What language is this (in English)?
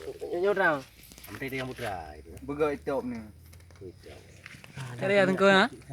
Achinese